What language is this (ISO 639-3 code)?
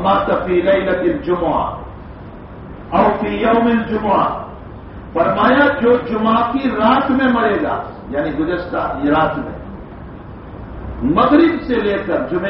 urd